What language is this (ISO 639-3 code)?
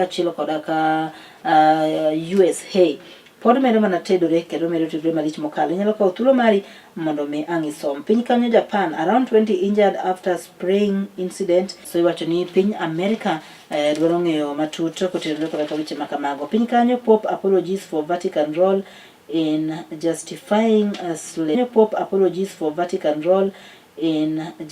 luo